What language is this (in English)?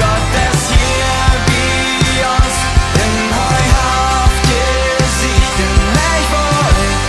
Plautdietsch